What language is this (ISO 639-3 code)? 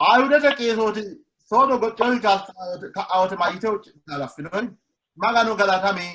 sid